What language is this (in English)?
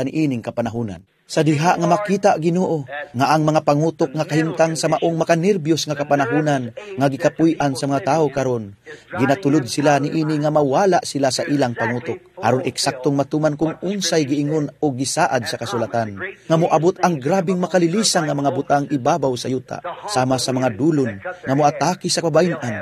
Cebuano